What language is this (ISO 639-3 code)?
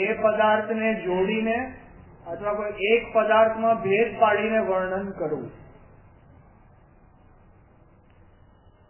guj